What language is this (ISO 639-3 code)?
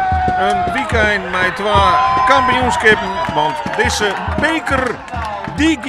fry